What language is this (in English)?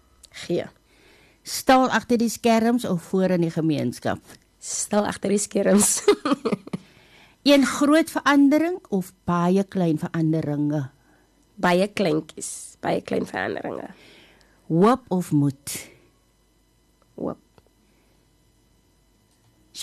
Afrikaans